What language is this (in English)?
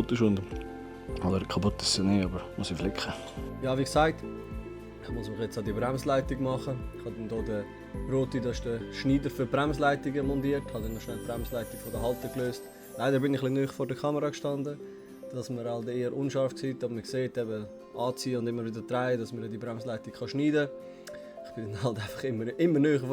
Swiss German